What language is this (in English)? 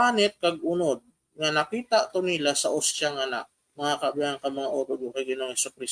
Hiligaynon